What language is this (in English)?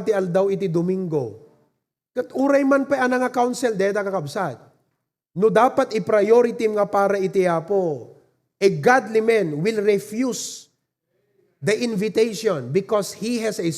Iloko